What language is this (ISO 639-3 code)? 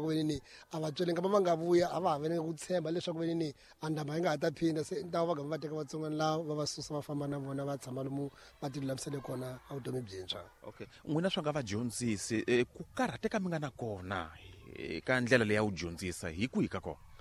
tso